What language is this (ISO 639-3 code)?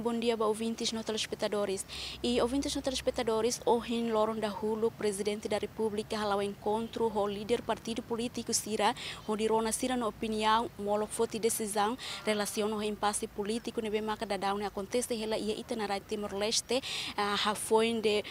tet